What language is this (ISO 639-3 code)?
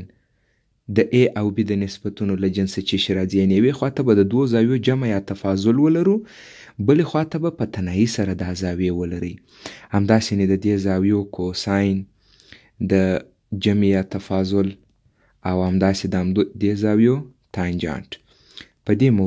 pus